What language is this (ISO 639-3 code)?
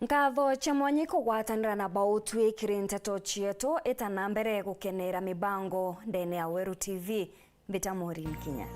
mer